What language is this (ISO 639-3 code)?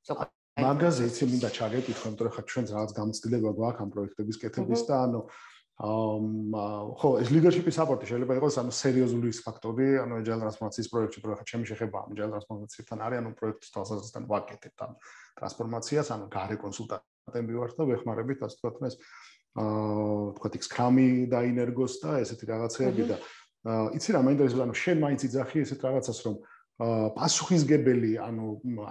kat